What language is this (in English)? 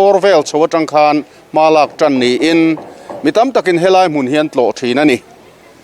Mizo